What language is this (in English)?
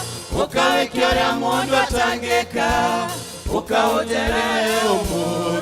Kikuyu